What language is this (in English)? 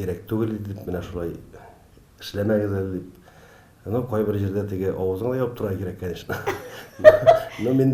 Tatar